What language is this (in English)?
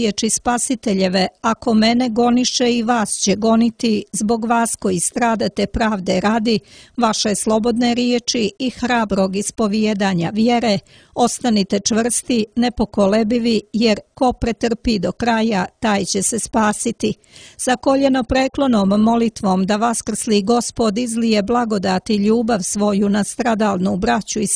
Serbian